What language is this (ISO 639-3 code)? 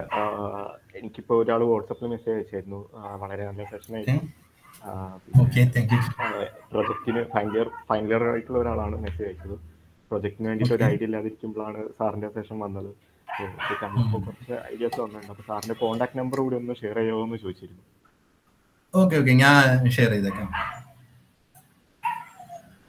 mal